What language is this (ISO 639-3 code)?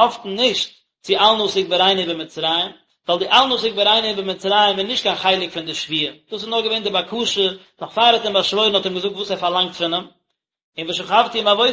yid